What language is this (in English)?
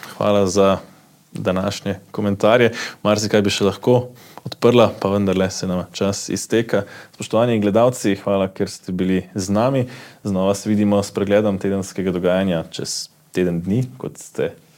Slovenian